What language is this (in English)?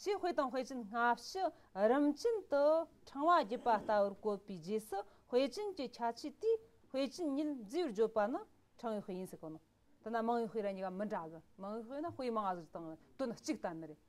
Tibetan